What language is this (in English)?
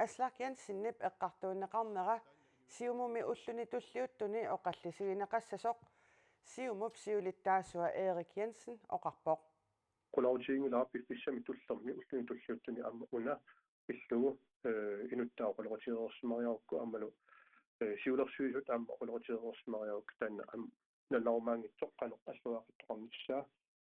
Kalaallisut